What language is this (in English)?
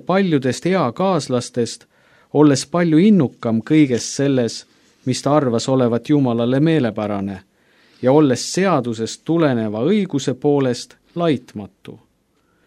Estonian